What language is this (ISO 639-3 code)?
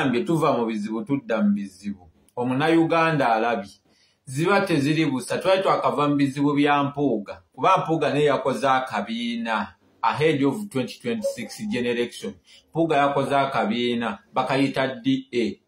lug